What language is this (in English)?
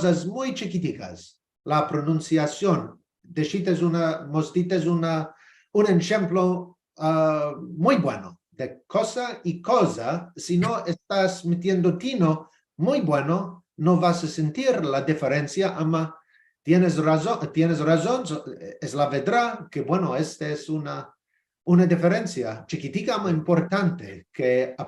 Ladino